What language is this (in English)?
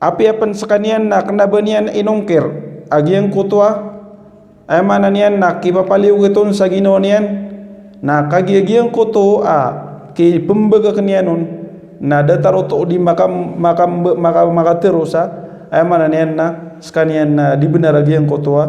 Maranao